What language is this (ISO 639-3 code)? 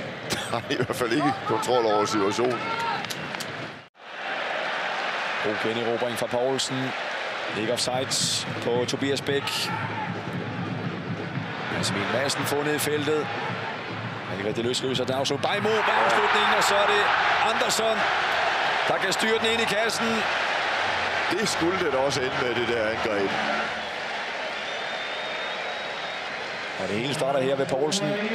dan